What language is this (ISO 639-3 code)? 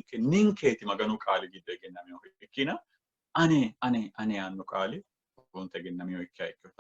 sid